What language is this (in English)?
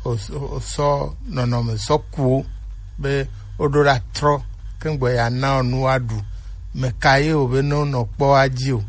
Gen